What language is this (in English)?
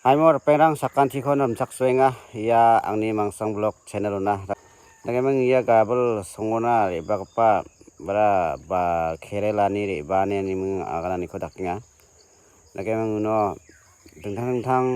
Garo